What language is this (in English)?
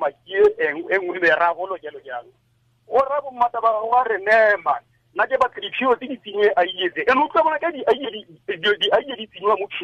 Tswana